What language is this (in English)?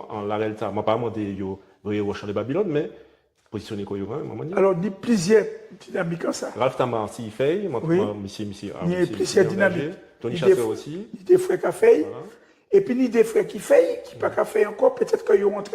Guadeloupean Creole French